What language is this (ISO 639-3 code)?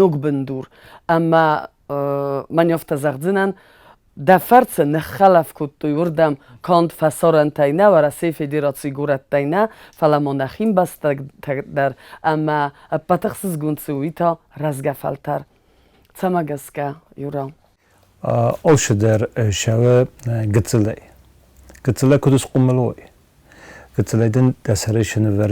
oss